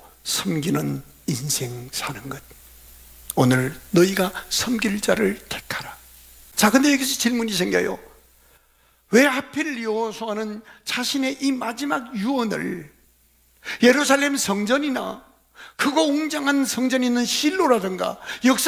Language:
Korean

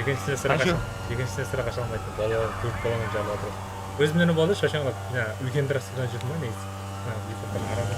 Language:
Kara-Kalpak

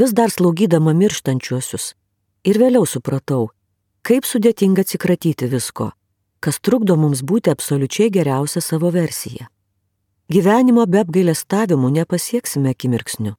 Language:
Lithuanian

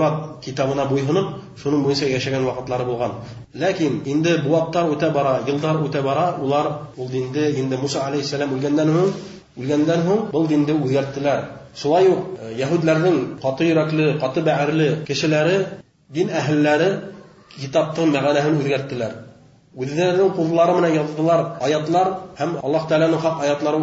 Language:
Bashkir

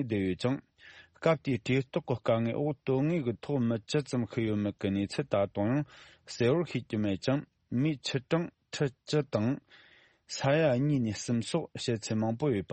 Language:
Tibetan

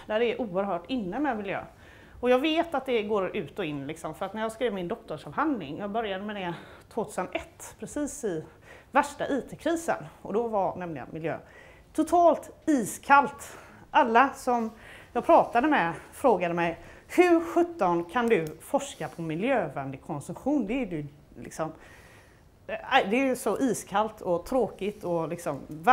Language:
Swedish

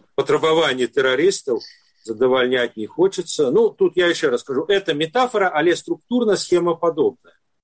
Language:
Belarusian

